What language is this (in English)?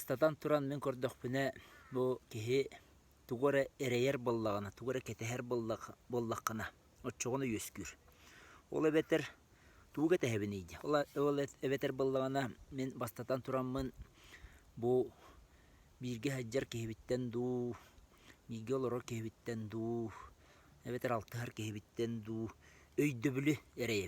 Yakut